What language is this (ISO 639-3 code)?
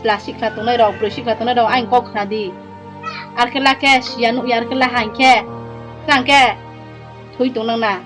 ria